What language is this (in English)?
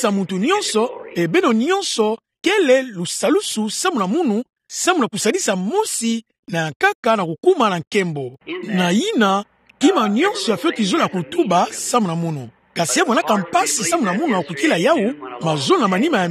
Kituba (Democratic Republic of Congo)